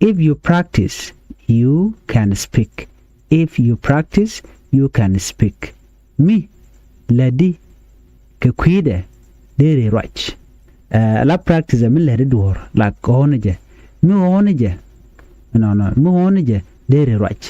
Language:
Nuer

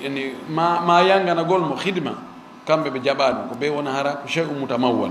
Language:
Fula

